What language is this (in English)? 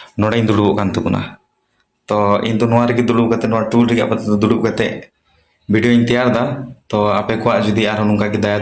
Santali